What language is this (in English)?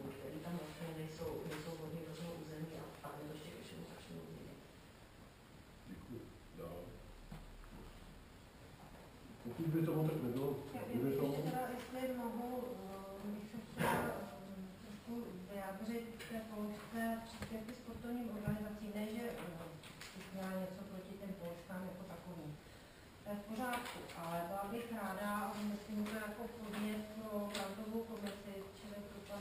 Czech